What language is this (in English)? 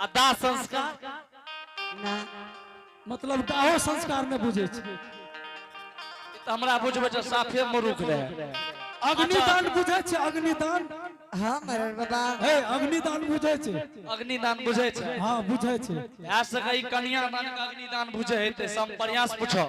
Angika